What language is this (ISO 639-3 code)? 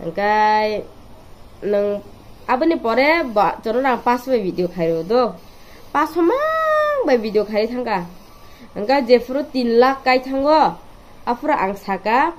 trp